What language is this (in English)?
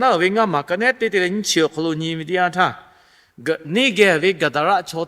Lahu